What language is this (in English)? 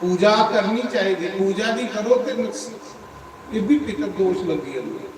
Dogri